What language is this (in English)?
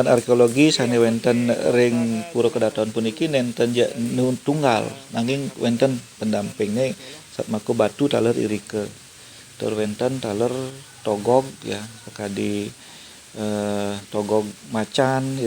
Balinese